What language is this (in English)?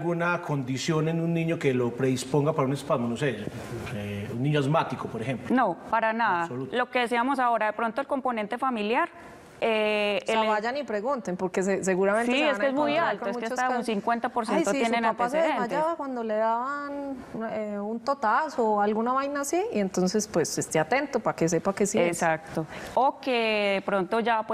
Spanish